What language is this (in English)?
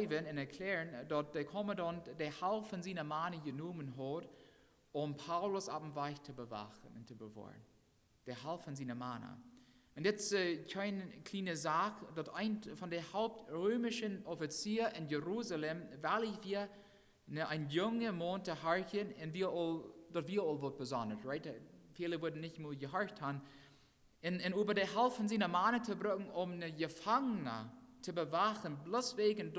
Plautdietsch